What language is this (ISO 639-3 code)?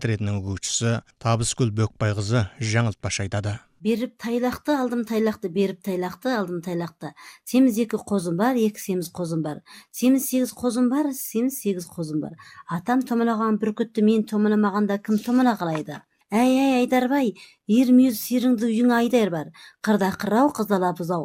kaz